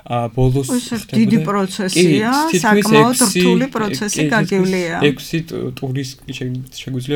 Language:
Georgian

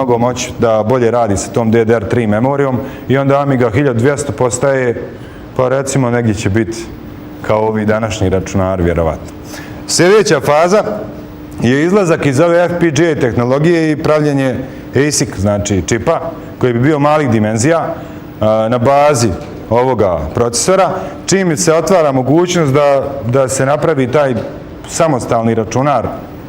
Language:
Bosnian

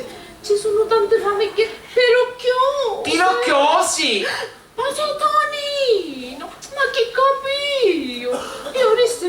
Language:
Sicilian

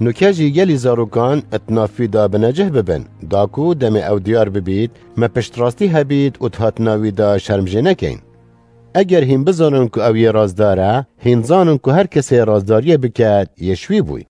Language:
Kurdish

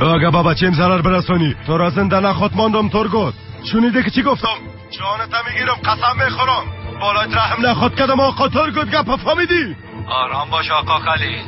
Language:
Persian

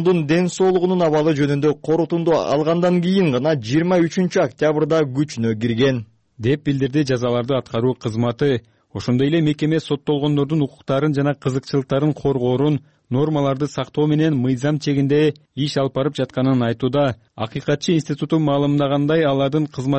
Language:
Kyrgyz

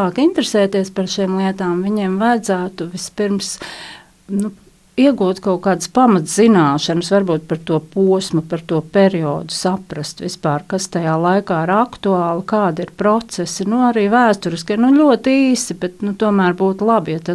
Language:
Latvian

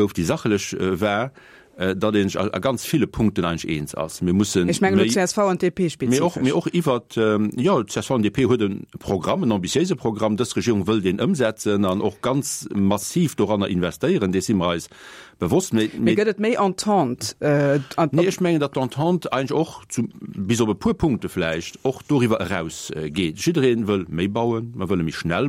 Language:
Luxembourgish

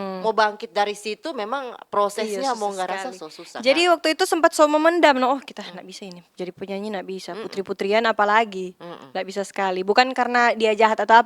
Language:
Manado Malay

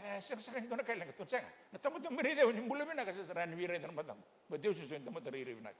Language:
Fijian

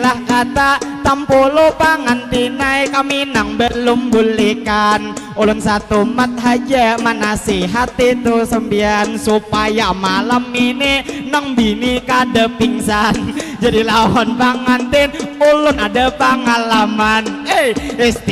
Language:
Banjar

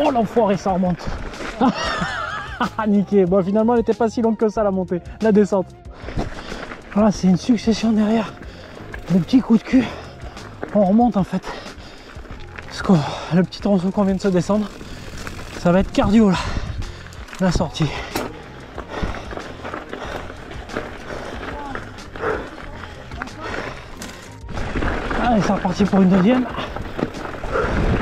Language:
French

